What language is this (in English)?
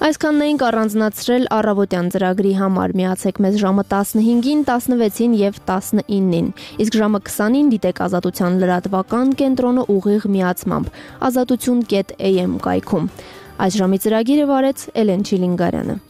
Armenian